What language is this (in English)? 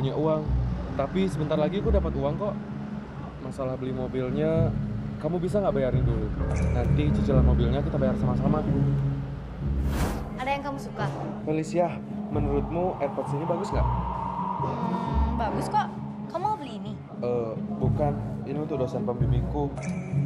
Indonesian